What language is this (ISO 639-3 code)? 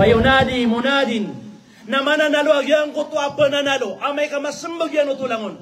mrw